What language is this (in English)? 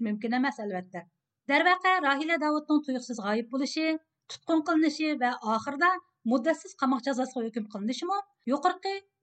Uyghur